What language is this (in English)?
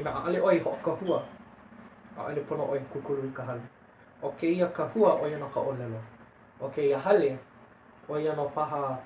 Hawaiian